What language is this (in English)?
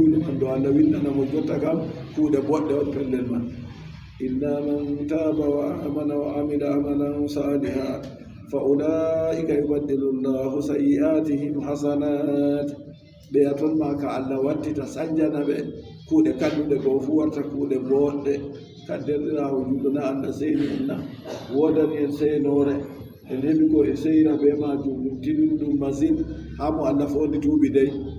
Adamawa Fulfulde